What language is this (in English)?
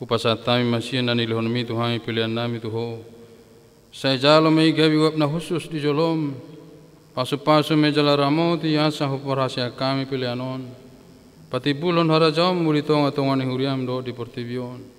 Batak Toba